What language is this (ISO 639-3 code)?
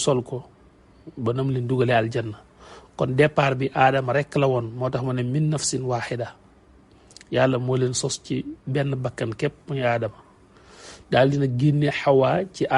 wol